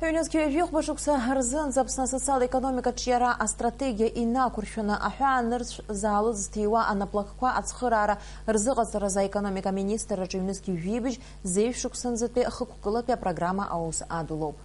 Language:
Abkhazian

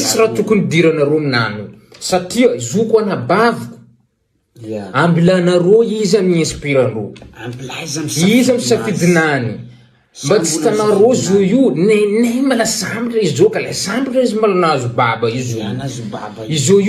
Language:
Malagasy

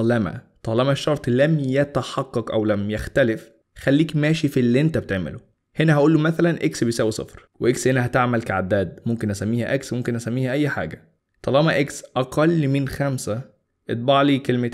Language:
Egyptian Arabic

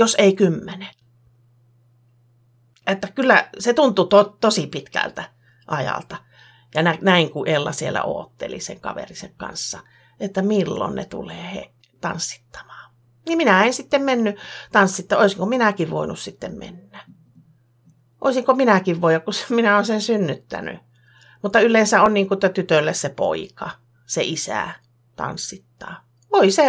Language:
Finnish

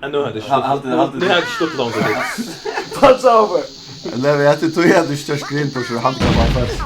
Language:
Faroese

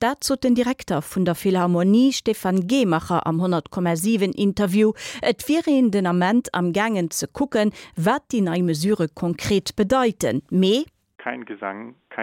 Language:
Luxembourgish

